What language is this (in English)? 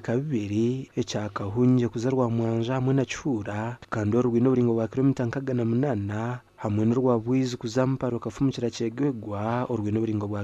Nyankole